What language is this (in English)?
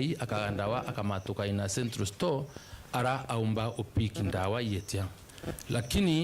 Meru